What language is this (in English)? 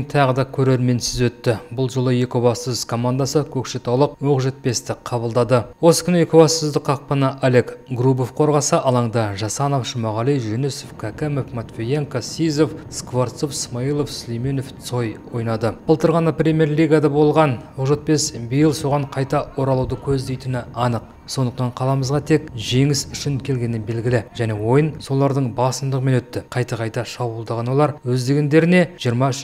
Kazakh